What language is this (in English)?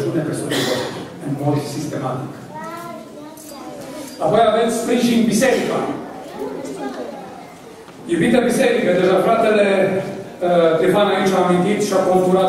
Romanian